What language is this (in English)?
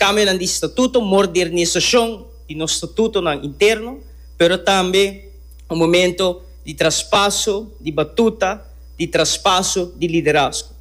Papiamento